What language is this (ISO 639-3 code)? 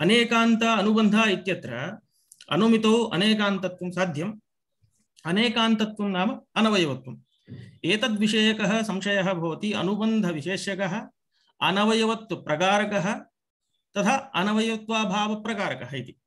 san